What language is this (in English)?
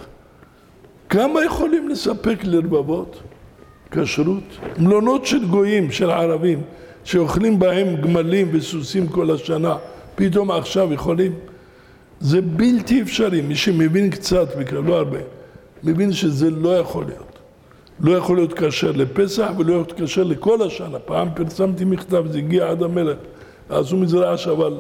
Hebrew